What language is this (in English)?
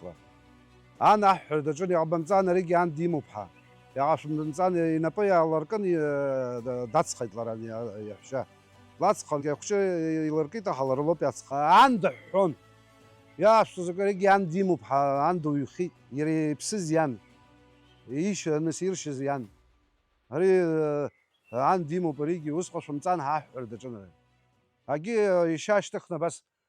Abkhazian